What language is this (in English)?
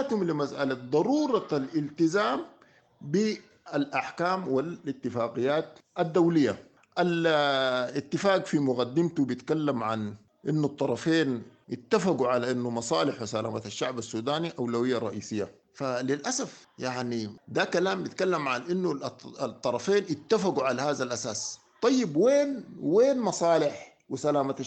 Sudanese Arabic